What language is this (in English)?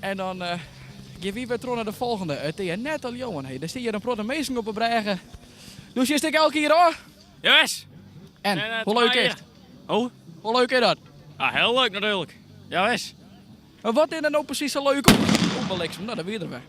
Western Frisian